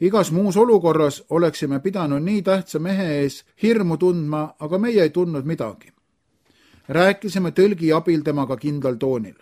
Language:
Estonian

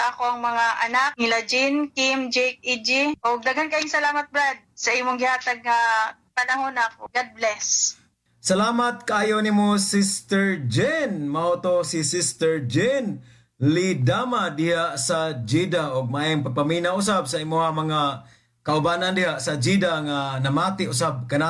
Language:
Cebuano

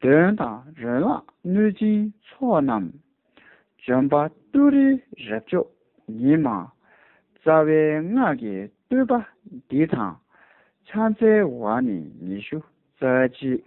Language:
Tibetan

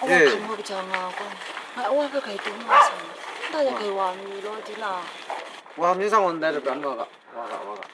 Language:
Kachin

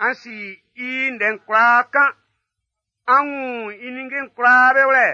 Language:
Baoulé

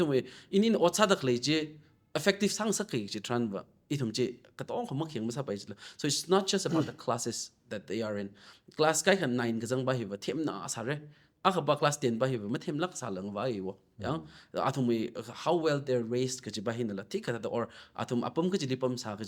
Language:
Tangkhul Naga (India)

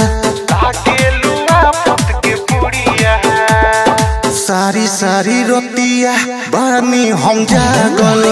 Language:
Bhojpuri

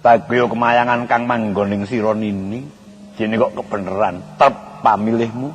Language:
Javanese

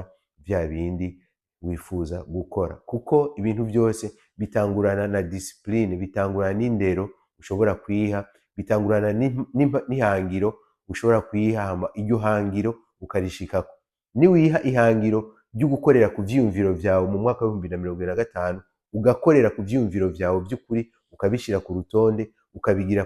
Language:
Rundi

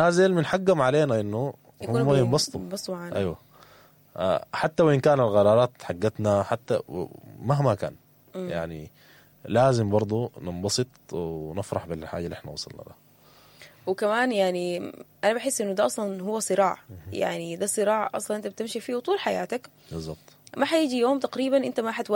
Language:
Sudanese Arabic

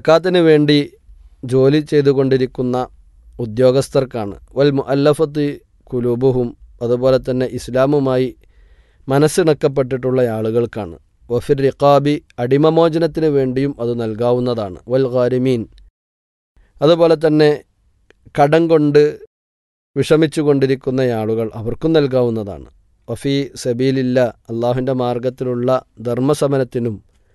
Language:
Malayalam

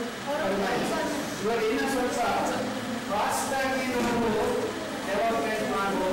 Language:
Kannada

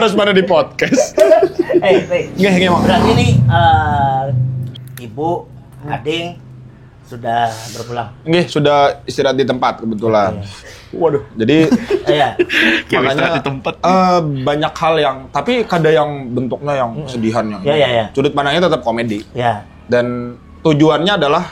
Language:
Banjar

